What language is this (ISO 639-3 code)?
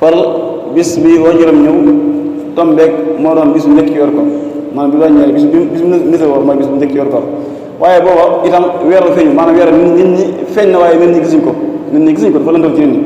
wol